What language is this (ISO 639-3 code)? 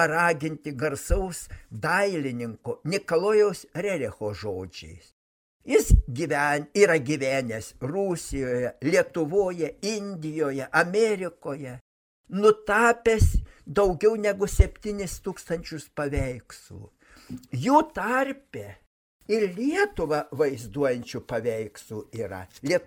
lit